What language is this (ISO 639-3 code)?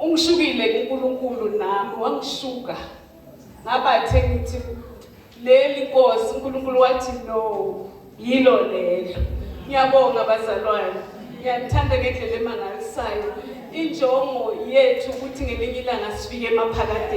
zul